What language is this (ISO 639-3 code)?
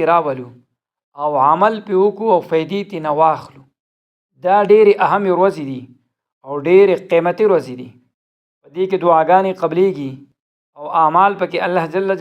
pus